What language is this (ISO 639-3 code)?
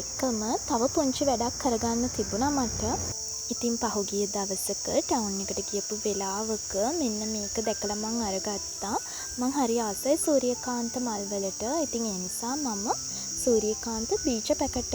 sin